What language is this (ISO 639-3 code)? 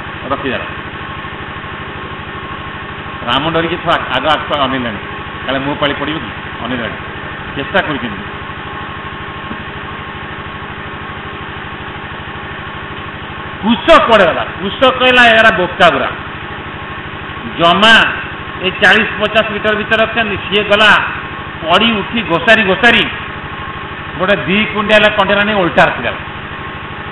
ori